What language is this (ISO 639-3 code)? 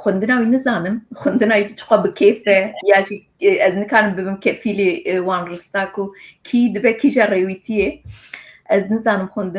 kur